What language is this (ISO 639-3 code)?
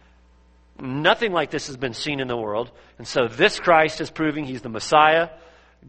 eng